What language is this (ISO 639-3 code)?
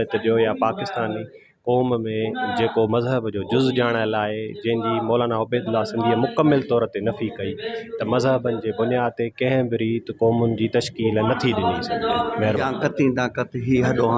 snd